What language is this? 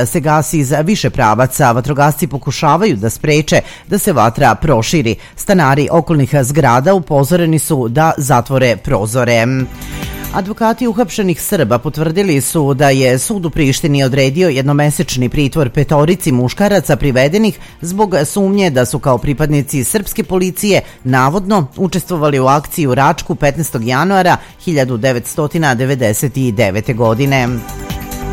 Serbian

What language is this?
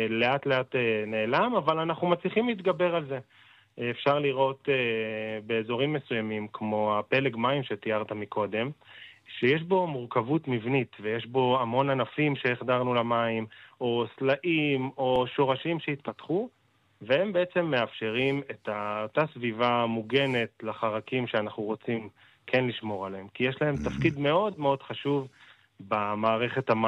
Hebrew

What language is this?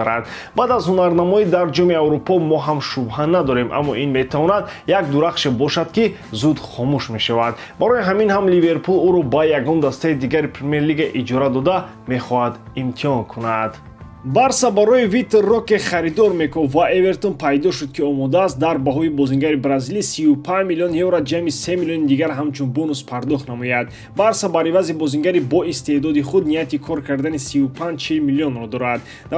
Tajik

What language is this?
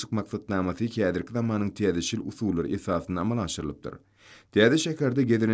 Turkmen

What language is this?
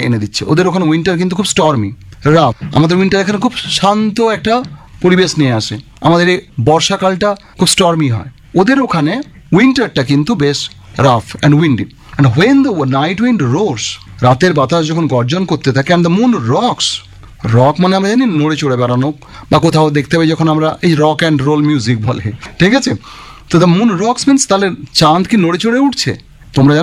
Bangla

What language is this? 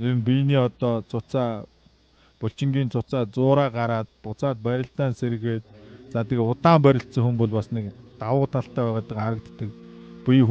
Mongolian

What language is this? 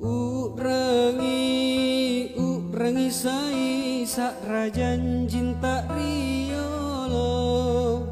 Makasar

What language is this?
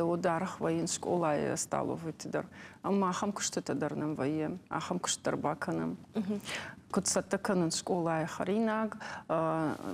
Ossetic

